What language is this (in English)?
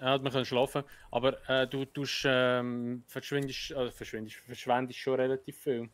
Swiss German